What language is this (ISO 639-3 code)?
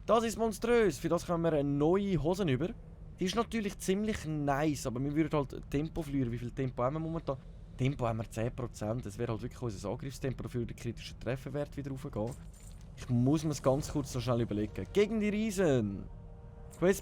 gsw